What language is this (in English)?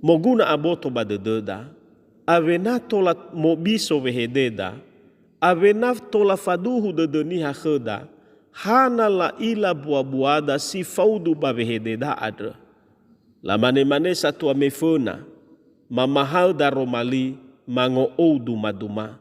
Nias